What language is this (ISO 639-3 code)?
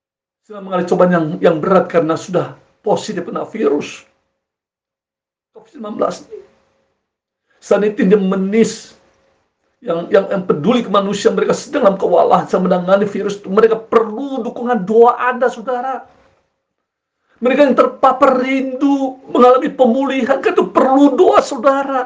ind